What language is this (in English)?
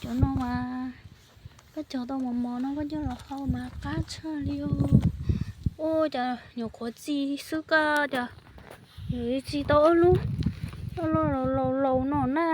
Hmong